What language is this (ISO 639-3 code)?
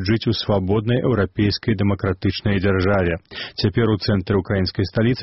bel